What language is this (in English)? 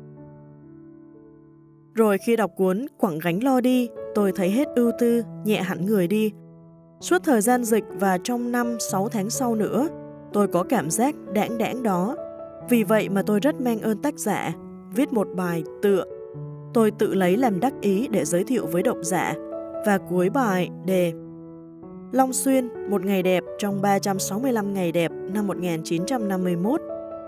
Vietnamese